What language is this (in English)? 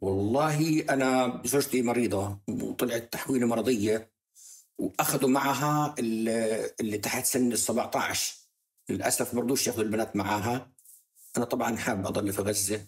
North Levantine Arabic